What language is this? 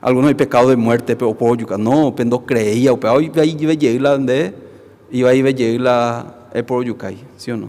Guarani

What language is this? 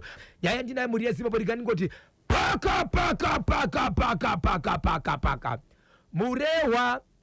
Shona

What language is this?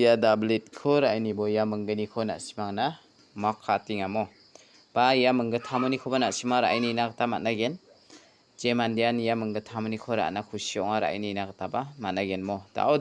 Garo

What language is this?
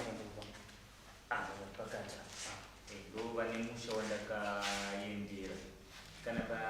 Shona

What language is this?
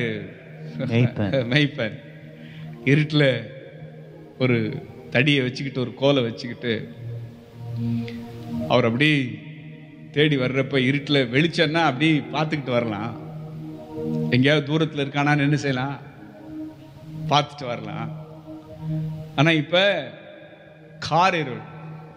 Tamil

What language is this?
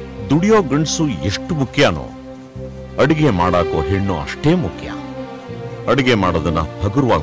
Kannada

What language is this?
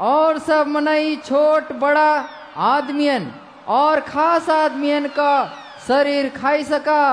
Awadhi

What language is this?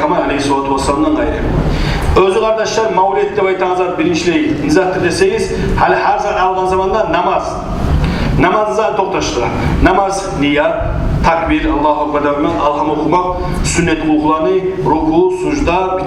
Kumyk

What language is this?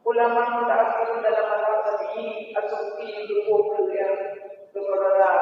Achinese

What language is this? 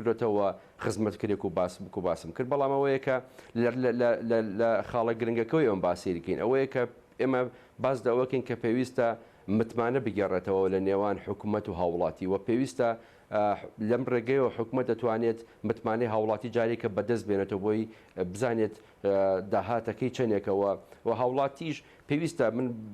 Central Kurdish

